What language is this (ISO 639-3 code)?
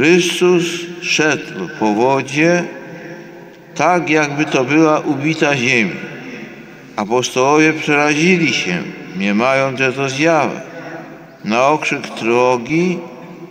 pol